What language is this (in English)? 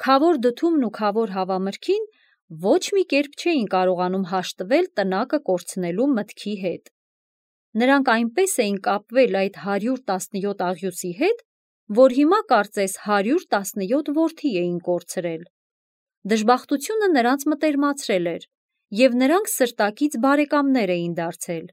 Armenian